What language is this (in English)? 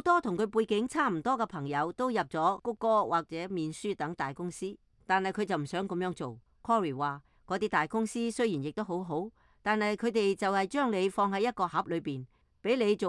Cantonese